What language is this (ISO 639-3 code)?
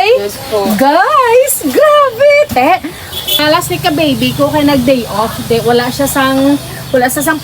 hil